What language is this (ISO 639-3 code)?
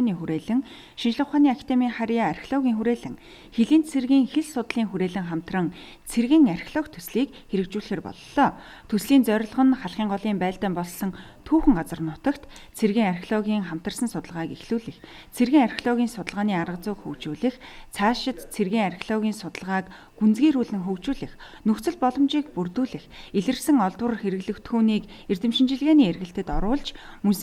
mon